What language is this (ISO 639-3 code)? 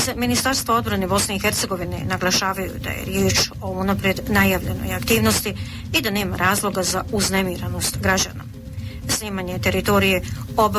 bos